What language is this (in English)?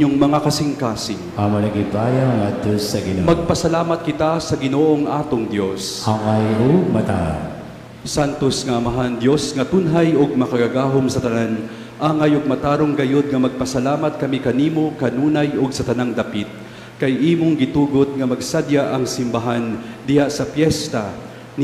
Cebuano